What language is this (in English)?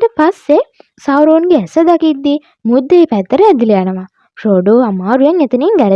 Sinhala